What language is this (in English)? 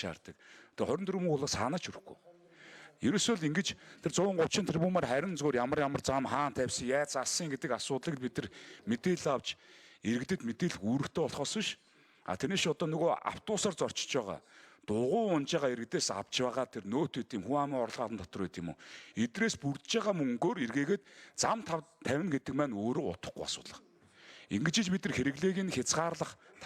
Mongolian